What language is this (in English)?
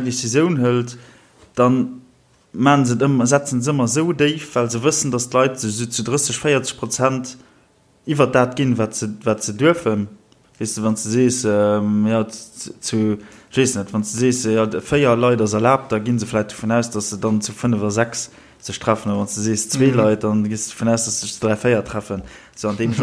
Luxembourgish